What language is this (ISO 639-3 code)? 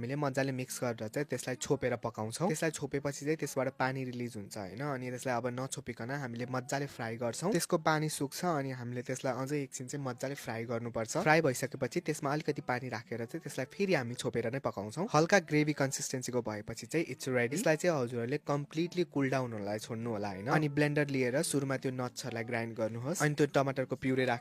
nep